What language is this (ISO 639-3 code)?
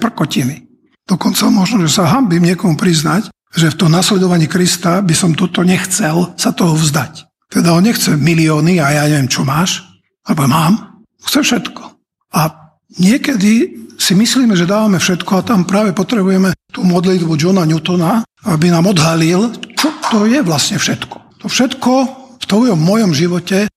slk